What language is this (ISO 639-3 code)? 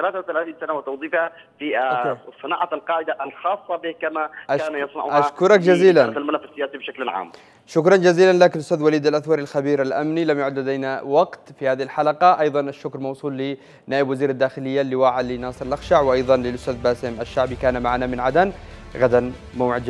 ara